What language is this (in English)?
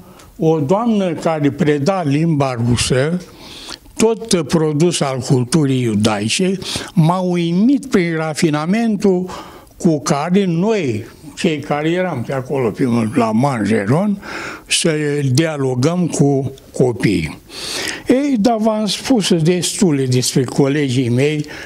Romanian